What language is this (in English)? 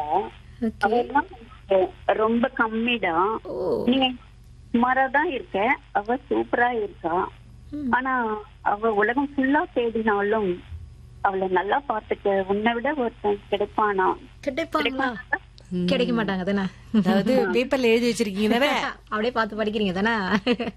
Tamil